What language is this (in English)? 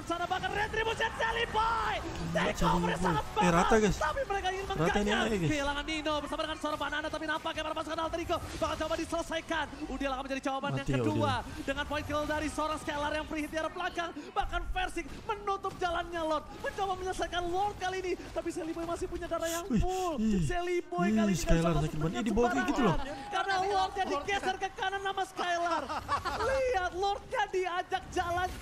Indonesian